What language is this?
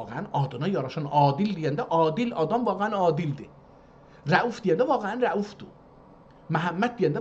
South Azerbaijani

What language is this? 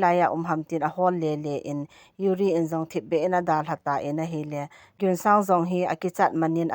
Thado Chin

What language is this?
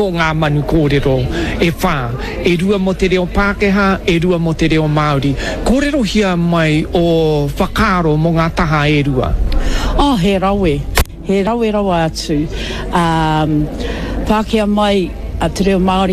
Māori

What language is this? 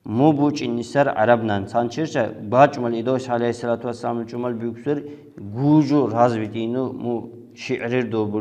Lak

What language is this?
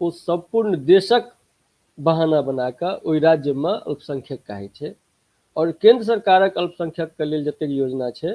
Maithili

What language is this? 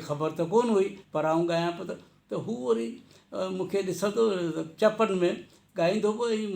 Sindhi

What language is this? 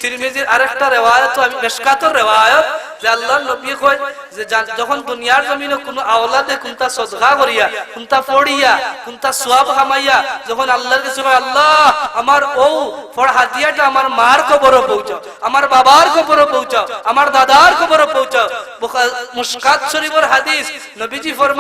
Sylheti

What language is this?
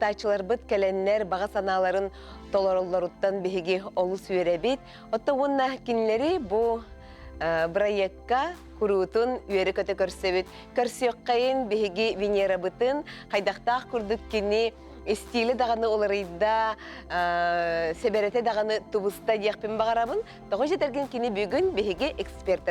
Yakut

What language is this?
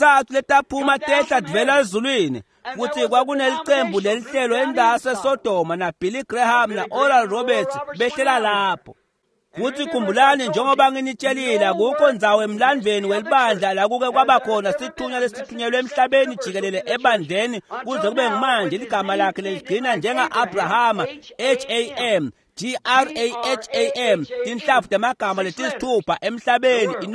Swati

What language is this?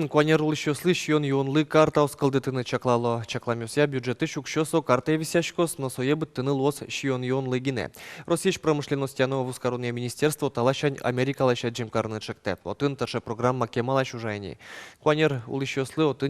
Udmurt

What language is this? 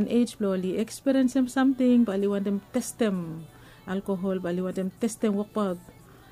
Bislama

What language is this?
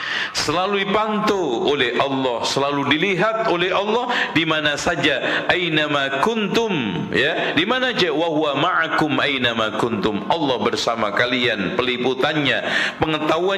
Indonesian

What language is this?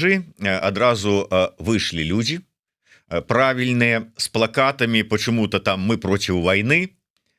Belarusian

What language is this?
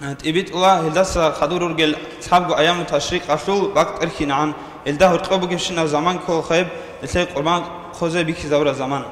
Avaric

